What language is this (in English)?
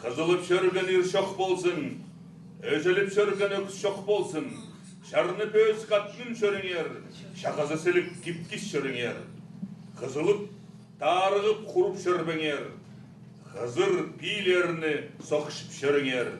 Khakas